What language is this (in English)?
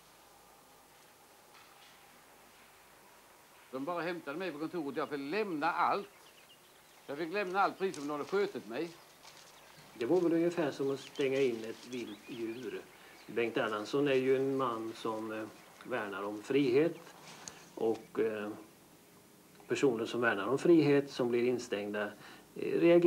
Swedish